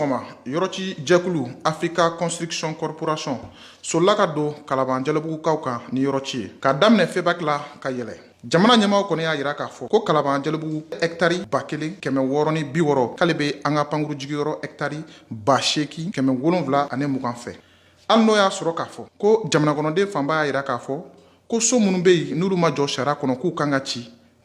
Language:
Bambara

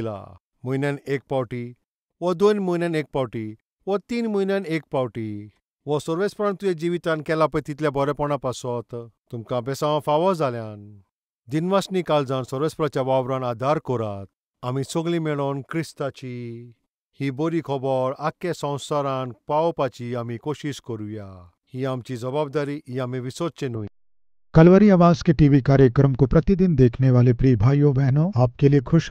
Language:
Konkani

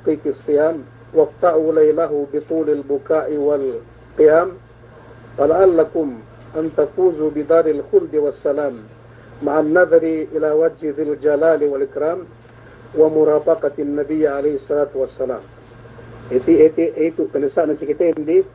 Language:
Yakan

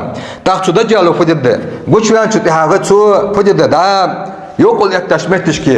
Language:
Ingush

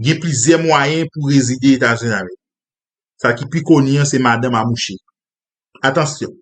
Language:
Haitian Creole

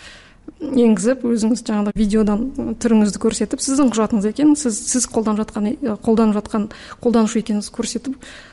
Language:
Kazakh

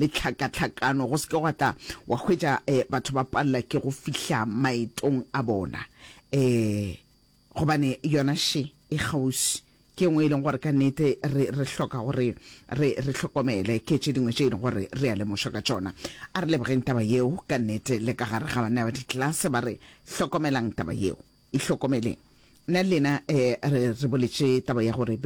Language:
Northern Sotho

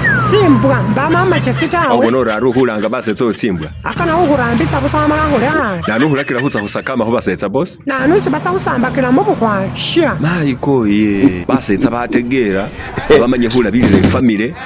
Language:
Masaaba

